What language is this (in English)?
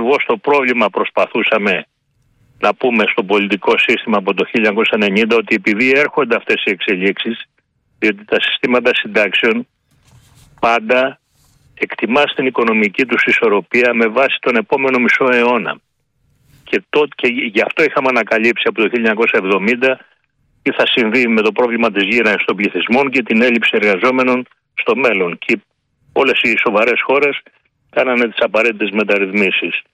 Greek